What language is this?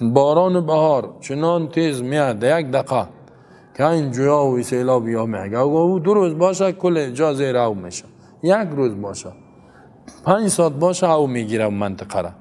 Tajik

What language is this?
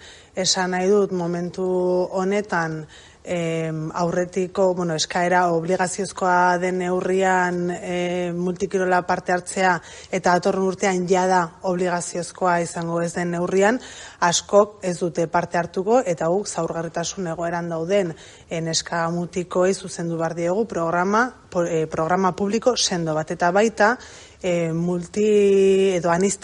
Basque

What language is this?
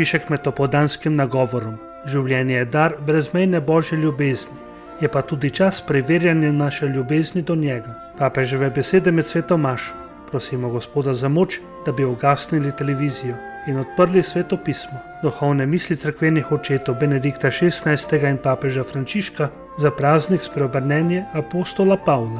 Slovenian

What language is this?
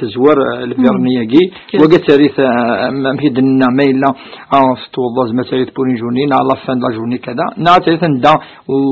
Kabyle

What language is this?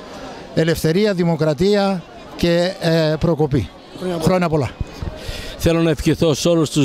Greek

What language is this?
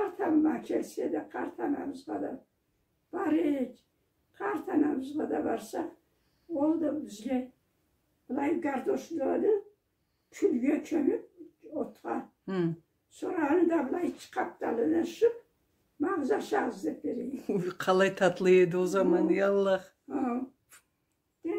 Karachay-Balkar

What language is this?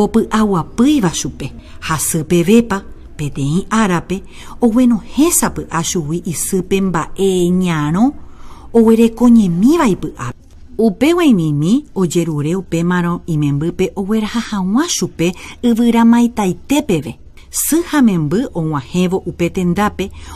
Guarani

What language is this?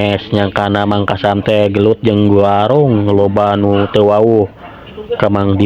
Sundanese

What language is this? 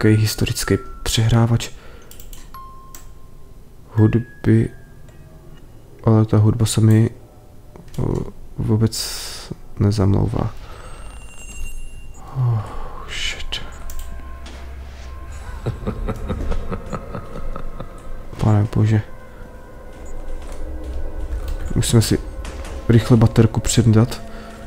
Czech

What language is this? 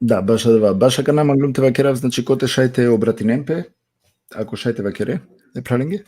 Balkan Romani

